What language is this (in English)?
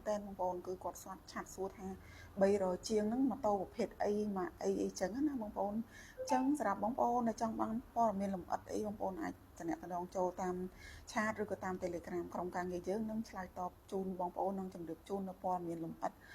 Khmer